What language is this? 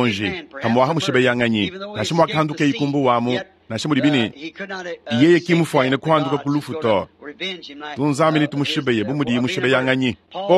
Luba-Lulua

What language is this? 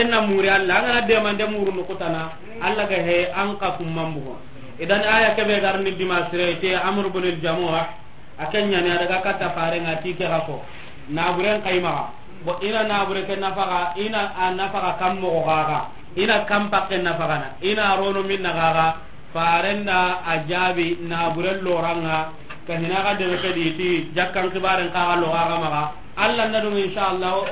Soninke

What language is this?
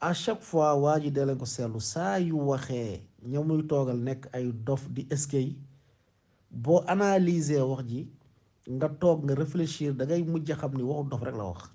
Wolof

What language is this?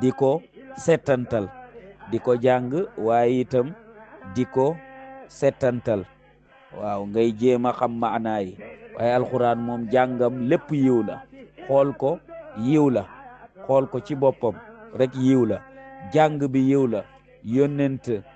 Wolof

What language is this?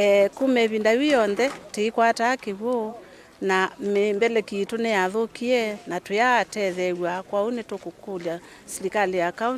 Kamba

